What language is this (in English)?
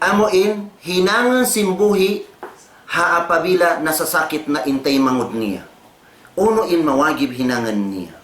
Tausug